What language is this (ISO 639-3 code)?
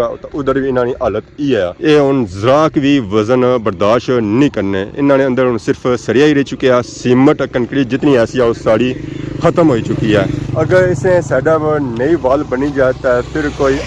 phr